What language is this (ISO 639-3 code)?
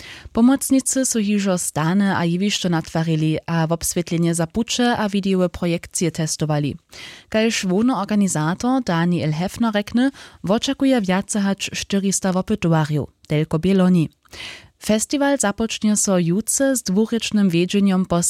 hsb